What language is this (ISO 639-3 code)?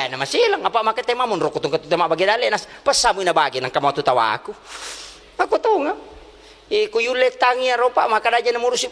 bug